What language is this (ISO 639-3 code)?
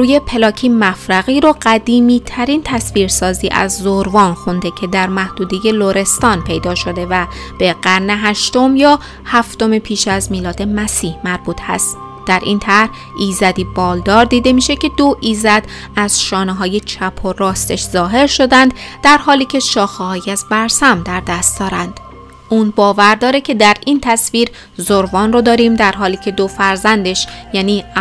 fas